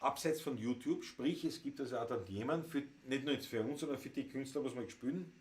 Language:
Bavarian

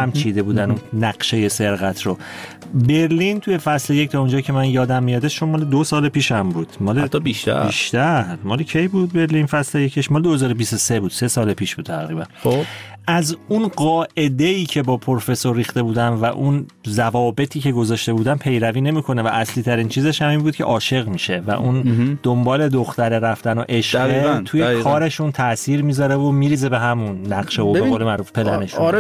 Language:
Persian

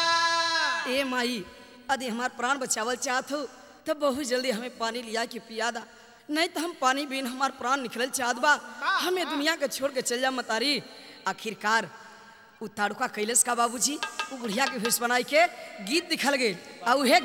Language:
Bhojpuri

